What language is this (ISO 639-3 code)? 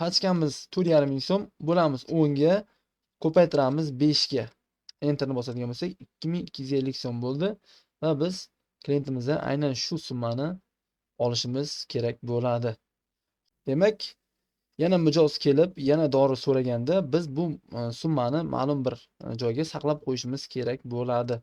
uzb